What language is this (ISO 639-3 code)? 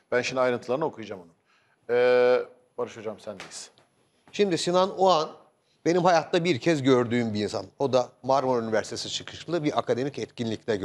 tur